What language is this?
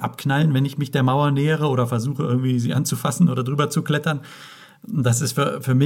German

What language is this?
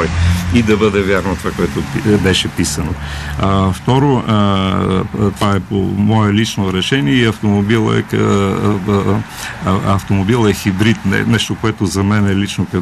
Bulgarian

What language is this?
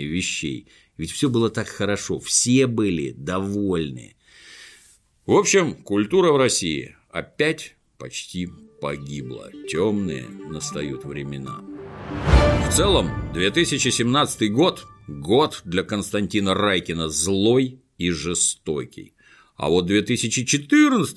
Russian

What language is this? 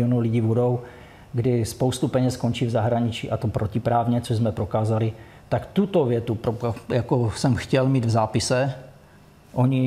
Czech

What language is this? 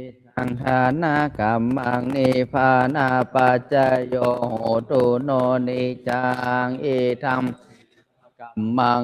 Pali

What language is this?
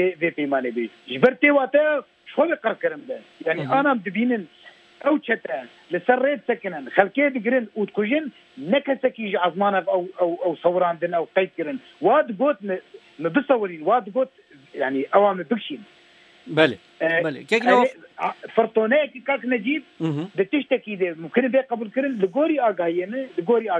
Kurdish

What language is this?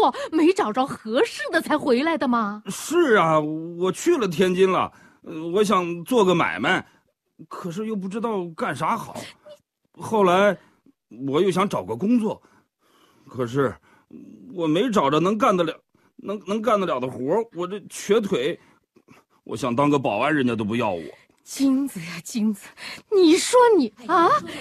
Chinese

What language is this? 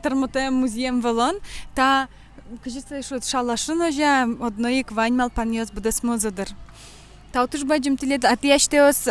Udmurt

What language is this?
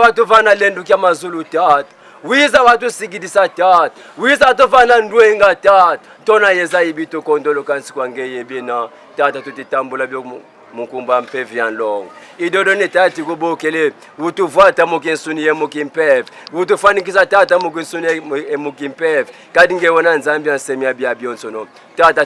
Lingala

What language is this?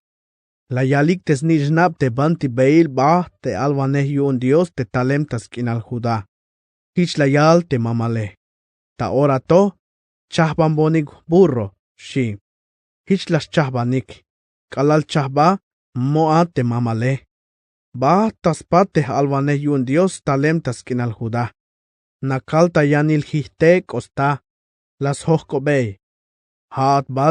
Tzeltal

